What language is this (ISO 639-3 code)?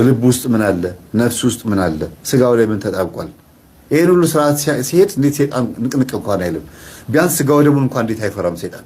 amh